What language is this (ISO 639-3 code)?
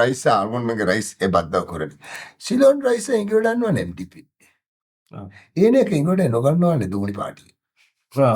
div